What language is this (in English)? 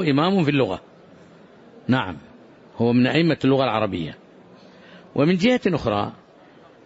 Arabic